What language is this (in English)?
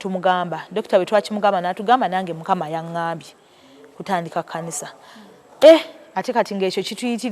Ganda